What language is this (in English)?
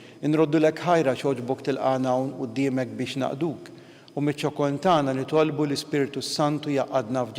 Maltese